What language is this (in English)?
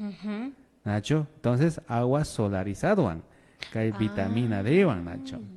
Imbabura Highland Quichua